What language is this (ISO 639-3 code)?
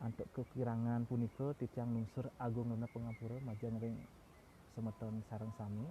ban